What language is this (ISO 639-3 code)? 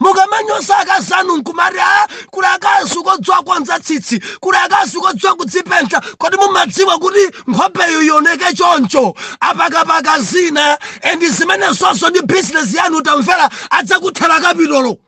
nya